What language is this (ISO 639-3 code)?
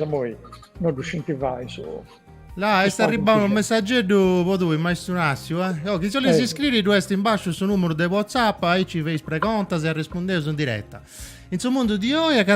srd